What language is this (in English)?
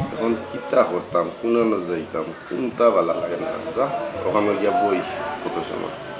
Sylheti